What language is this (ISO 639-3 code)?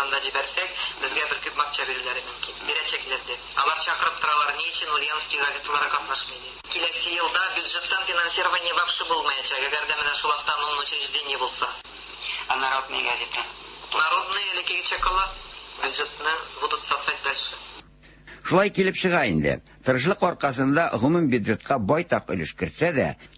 tat